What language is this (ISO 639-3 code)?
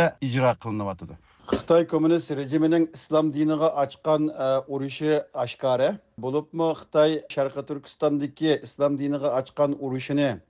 uig